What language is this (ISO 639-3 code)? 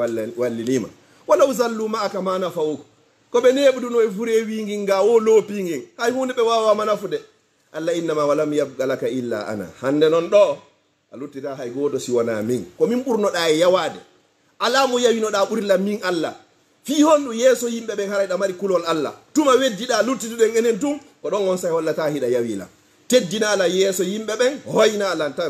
ful